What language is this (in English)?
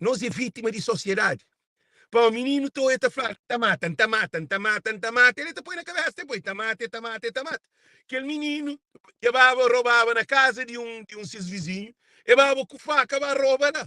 Kabuverdianu